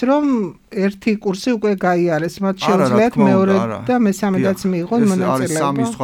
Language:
Georgian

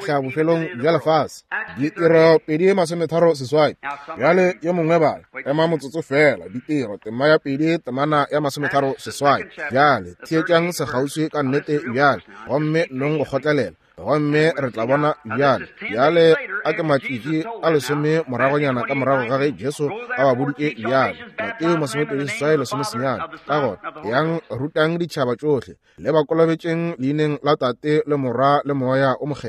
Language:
Northern Sotho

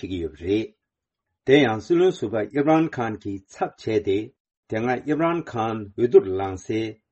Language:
Tibetan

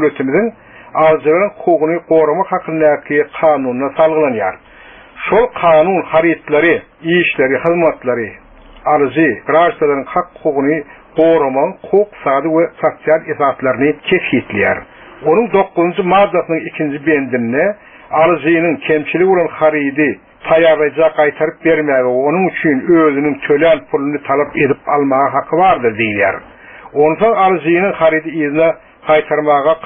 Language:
Turkmen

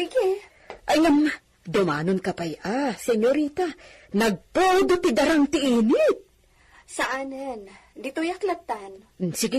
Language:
Iloko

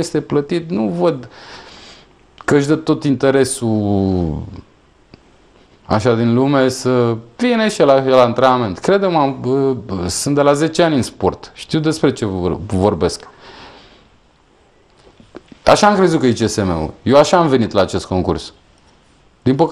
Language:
Romanian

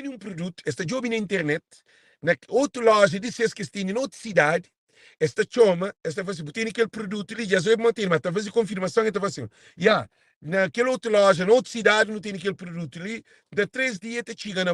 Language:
Kabuverdianu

